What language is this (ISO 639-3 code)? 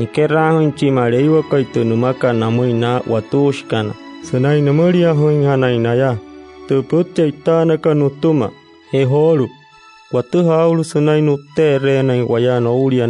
guc